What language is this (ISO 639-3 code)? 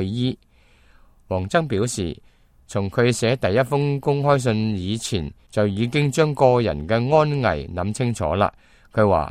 yue